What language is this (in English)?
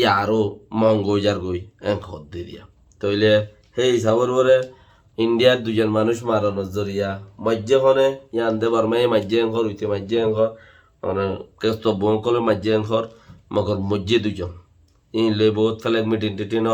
Rohingya